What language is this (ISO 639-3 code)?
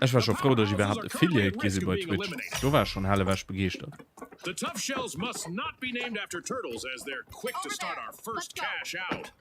ltz